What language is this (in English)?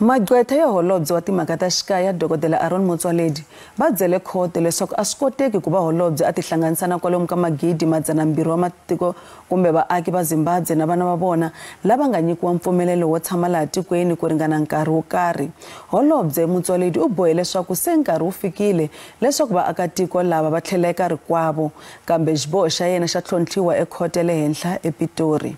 Tsonga